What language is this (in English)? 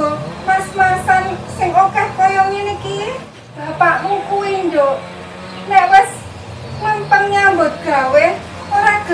Javanese